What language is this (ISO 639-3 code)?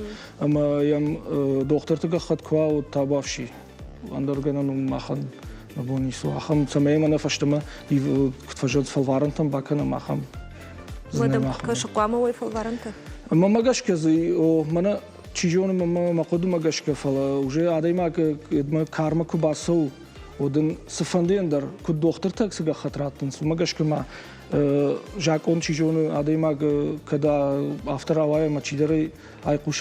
oss